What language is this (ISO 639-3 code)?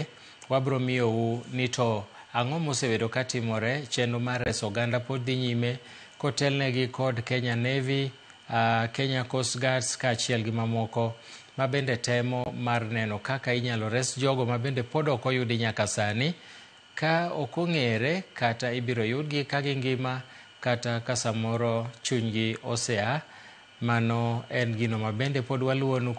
luo